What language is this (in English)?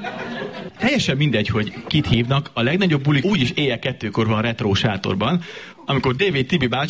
Hungarian